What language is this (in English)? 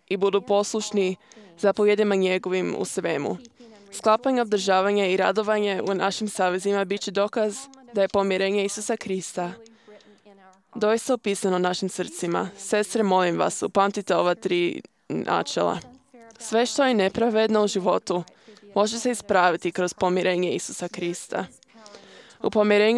Croatian